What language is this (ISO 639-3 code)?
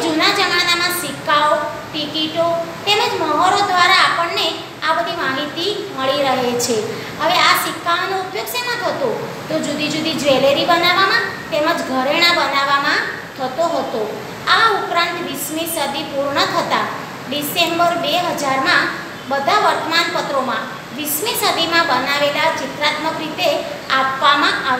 guj